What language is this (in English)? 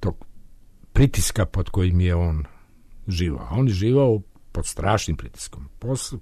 Serbian